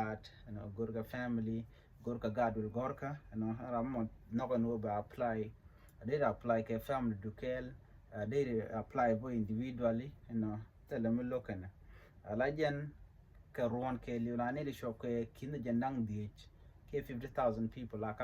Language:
Nuer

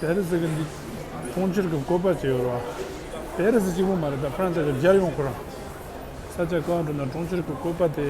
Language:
Tibetan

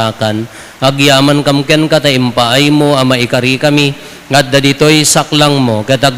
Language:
Iloko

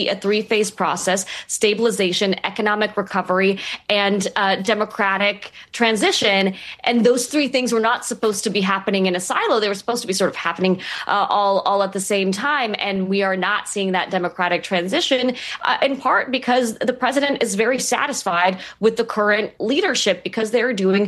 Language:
English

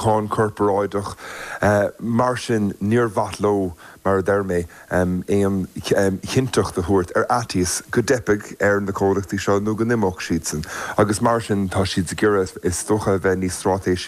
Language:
Irish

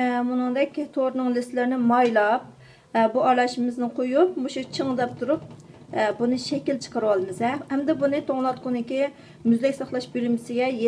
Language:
Uyghur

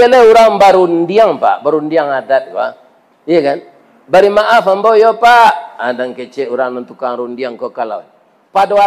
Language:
Minangkabau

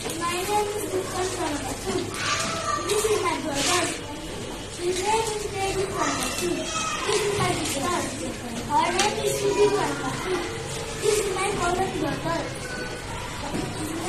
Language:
English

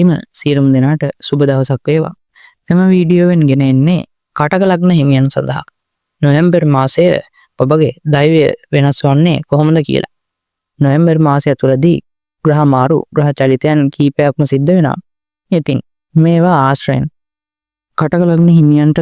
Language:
Sinhala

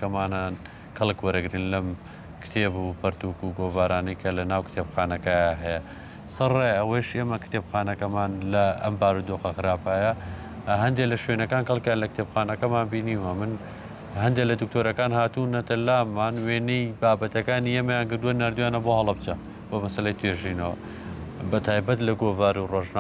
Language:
Central Kurdish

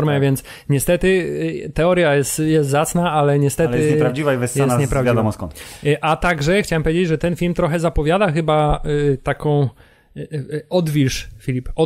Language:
Polish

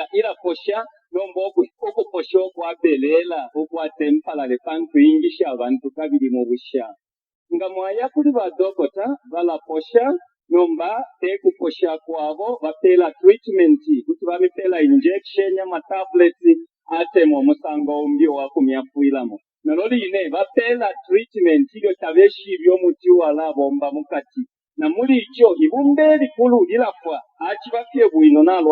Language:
Bemba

